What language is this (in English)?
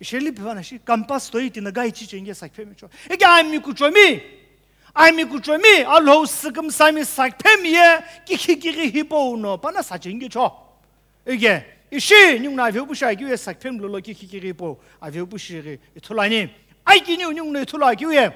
Sumi Naga